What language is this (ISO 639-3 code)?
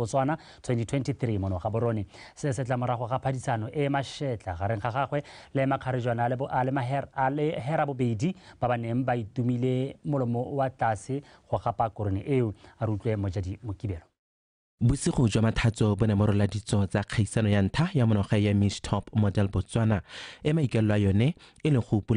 tsn